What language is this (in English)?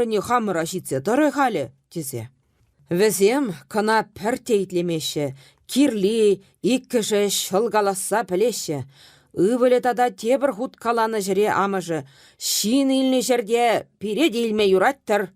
Chuvash